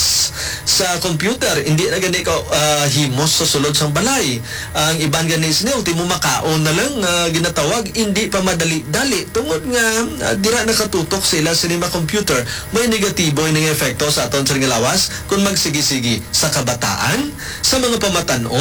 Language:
Hiligaynon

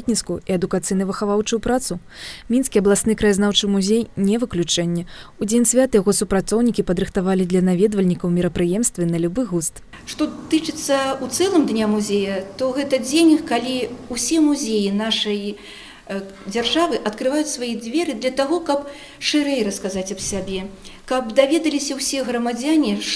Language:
Belarusian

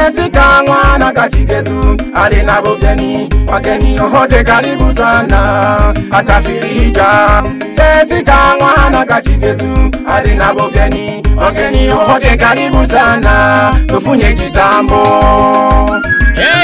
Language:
Swahili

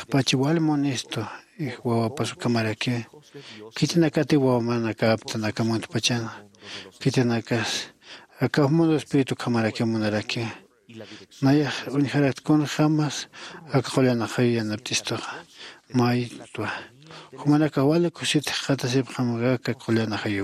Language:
Aymara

